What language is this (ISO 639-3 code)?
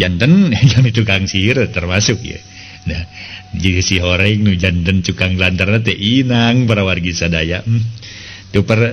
sun